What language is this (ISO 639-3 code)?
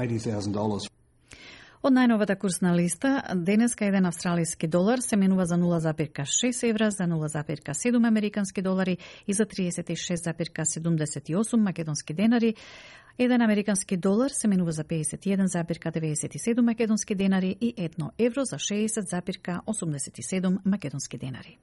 mkd